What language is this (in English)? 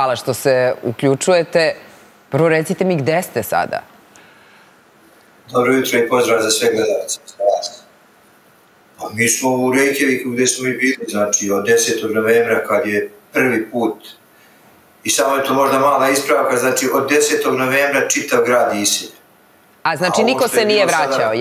Serbian